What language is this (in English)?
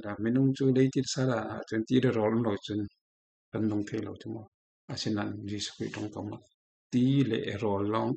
Falam Chin